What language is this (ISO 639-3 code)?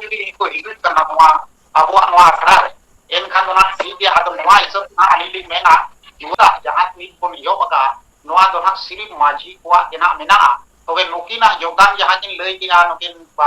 sat